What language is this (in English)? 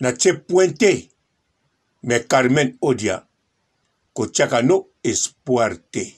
Lingala